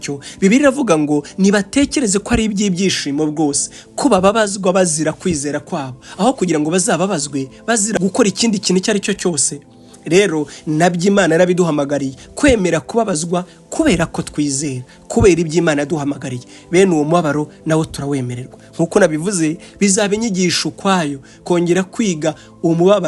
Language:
Kinyarwanda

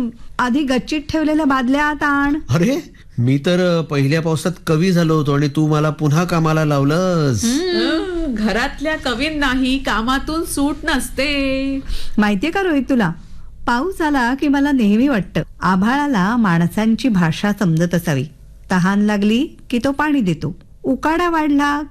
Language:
Marathi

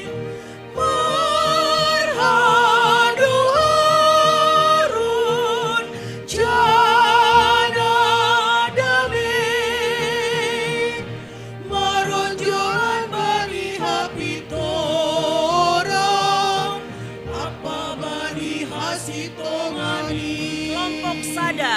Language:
Batak Simalungun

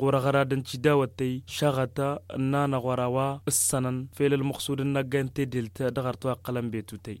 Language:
Tamasheq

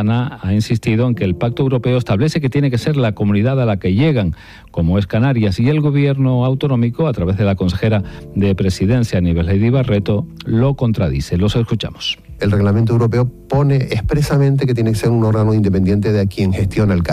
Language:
Spanish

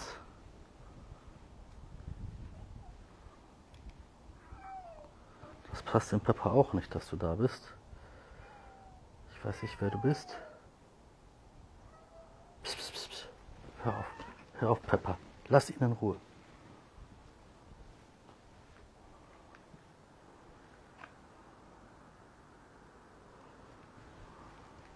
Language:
German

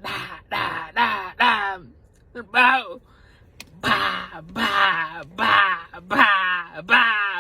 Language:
Somali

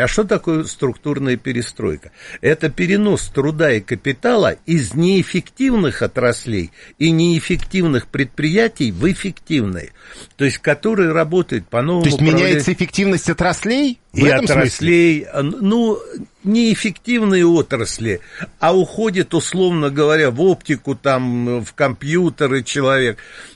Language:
Russian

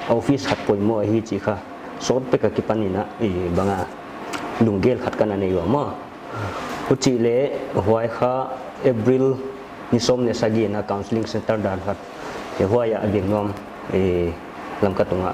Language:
Paite Chin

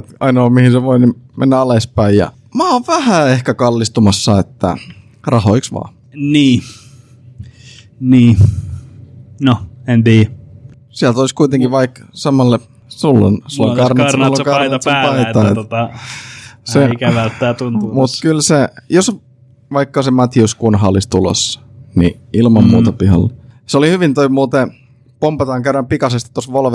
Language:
Finnish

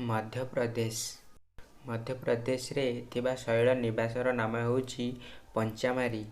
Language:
Odia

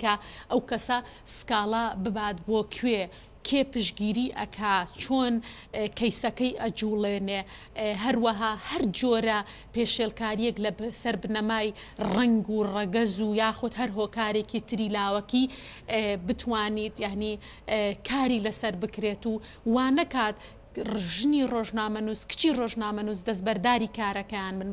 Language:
Central Kurdish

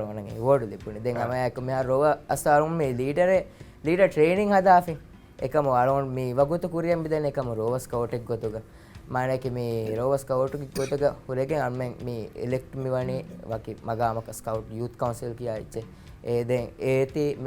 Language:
Divehi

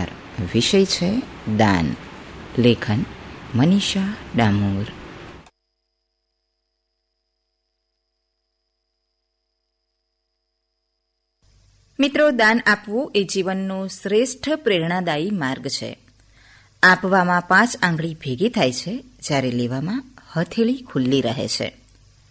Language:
Gujarati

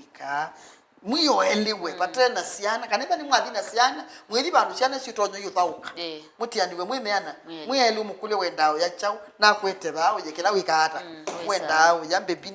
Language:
Kamba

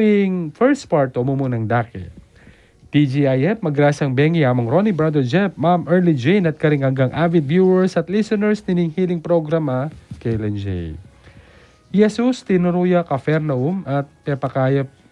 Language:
Pampanga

